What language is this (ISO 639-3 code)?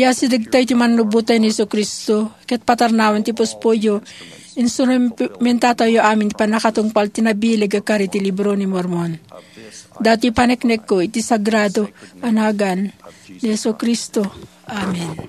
ilo